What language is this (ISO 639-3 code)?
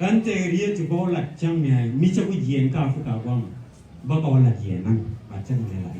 nus